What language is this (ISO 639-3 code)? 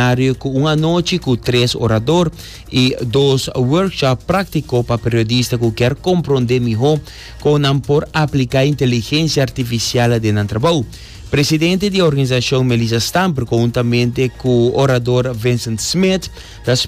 pap